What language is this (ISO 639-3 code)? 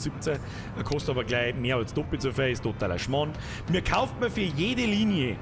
bar